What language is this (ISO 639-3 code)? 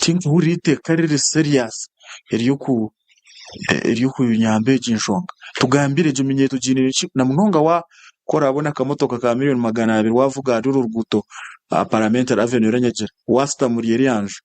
nyn